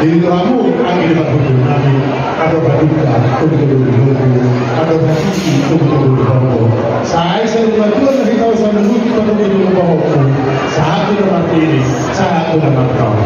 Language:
Batak Toba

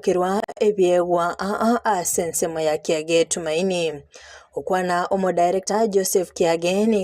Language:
Gusii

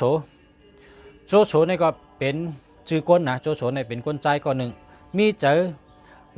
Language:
Shan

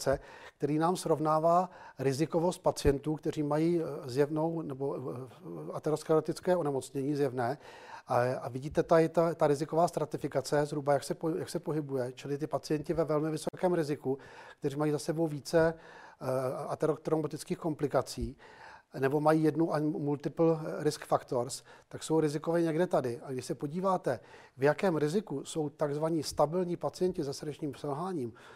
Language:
Czech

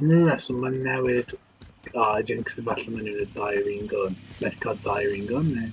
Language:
Welsh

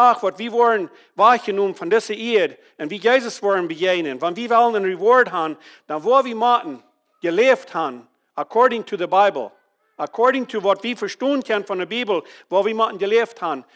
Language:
Plautdietsch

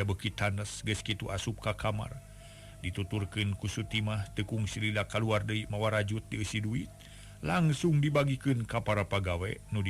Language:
Sundanese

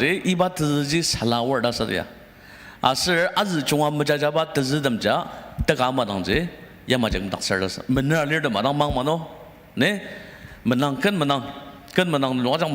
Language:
Ao Naga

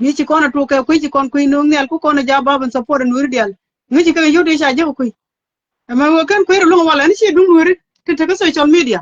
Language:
Nuer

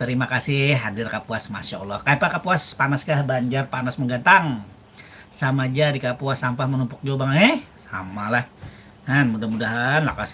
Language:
Banjar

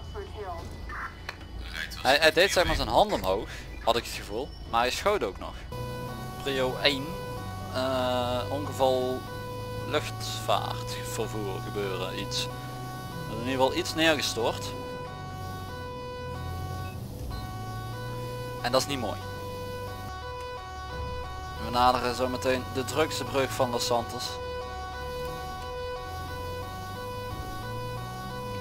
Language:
Dutch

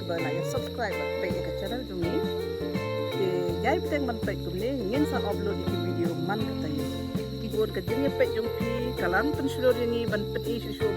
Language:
Khasi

